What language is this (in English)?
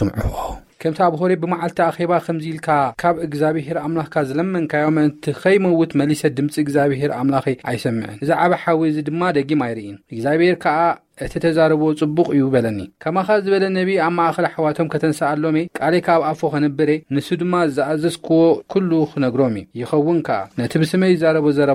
Tigrinya